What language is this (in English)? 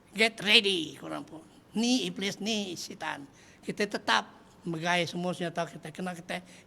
Iban